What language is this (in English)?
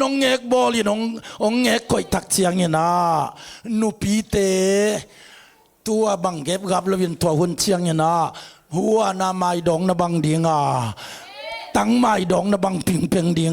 Tedim Chin